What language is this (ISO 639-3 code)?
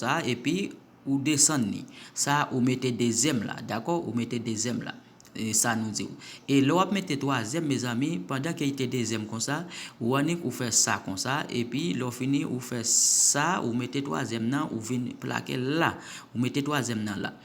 hat